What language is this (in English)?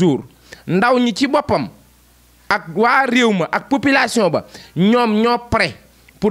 Wolof